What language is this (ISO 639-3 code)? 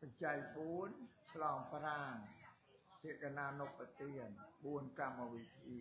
khm